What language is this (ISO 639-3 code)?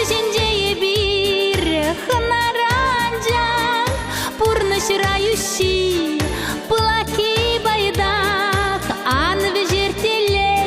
chv